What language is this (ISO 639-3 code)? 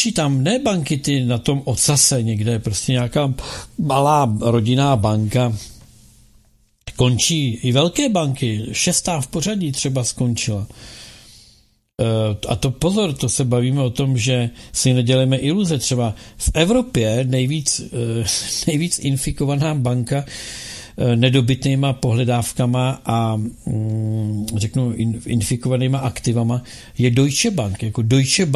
ces